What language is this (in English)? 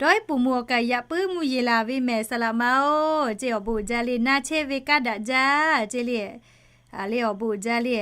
Lahu